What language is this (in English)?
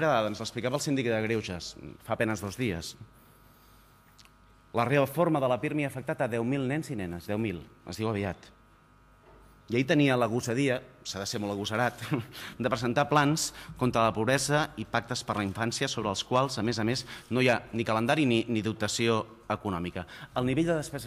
Catalan